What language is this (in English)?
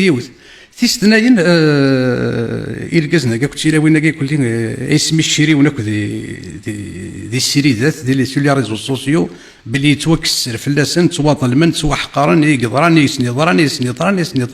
Kabyle